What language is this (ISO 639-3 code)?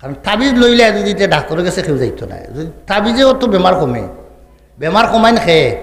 syl